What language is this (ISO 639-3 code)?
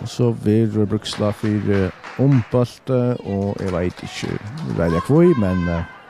fao